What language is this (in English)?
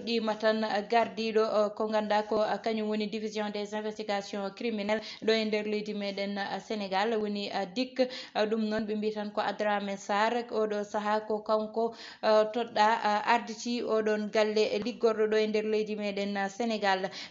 Fula